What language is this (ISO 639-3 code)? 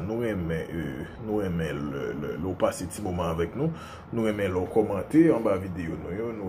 hat